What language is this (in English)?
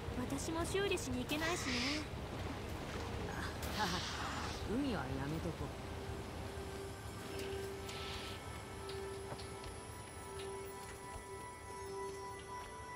Japanese